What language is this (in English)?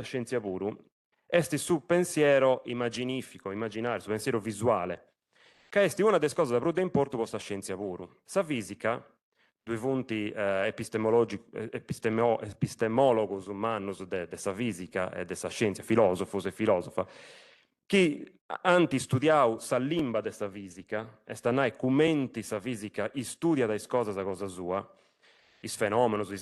Sardinian